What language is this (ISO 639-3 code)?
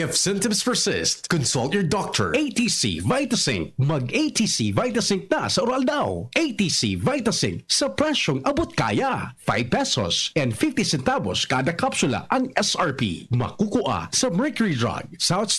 bik